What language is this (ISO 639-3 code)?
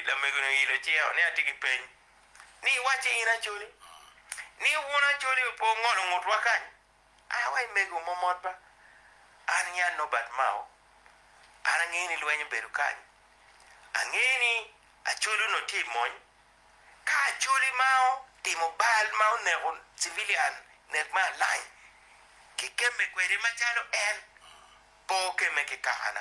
ach